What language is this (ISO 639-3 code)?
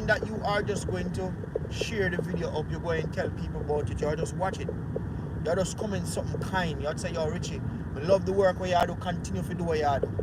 jam